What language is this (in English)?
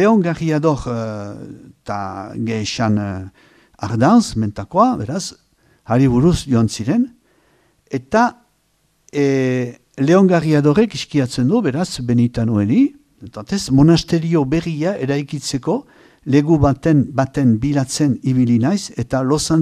Basque